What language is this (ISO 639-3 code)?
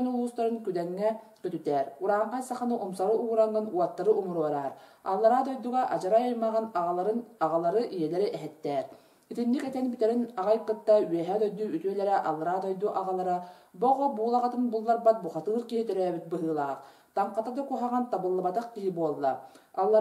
sah